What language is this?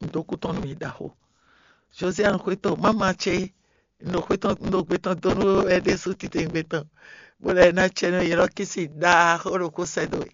Fon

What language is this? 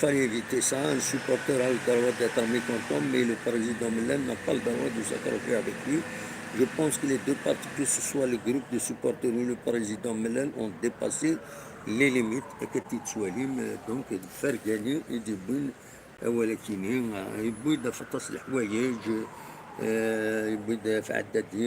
Kabyle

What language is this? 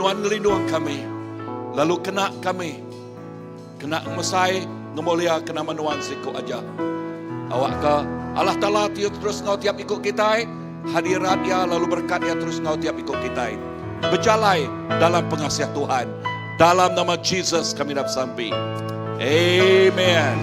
Iban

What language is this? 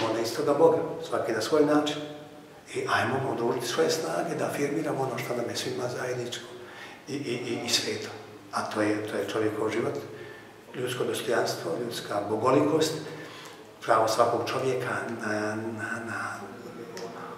Croatian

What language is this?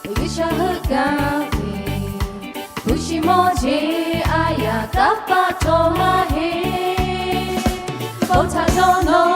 Lahu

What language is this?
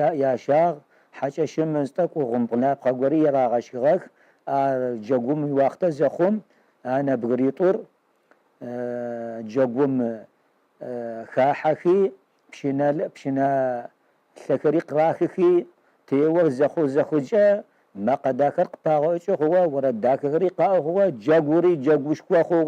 Kabardian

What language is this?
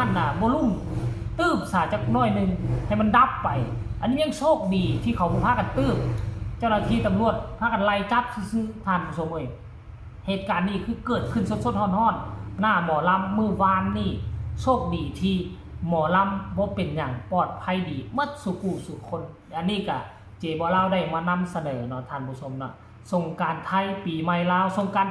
Northeastern Thai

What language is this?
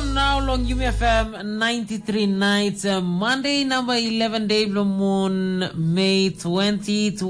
Tok Pisin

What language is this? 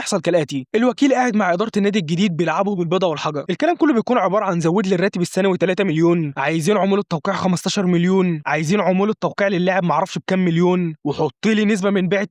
Egyptian Arabic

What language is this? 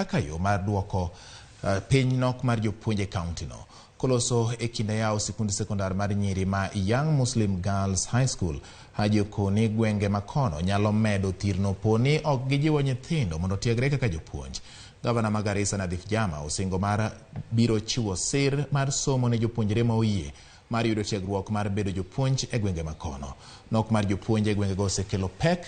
Luo (Kenya and Tanzania)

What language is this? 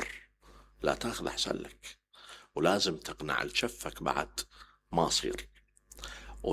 Mesopotamian Arabic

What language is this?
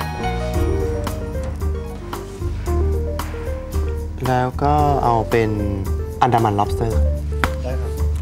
Thai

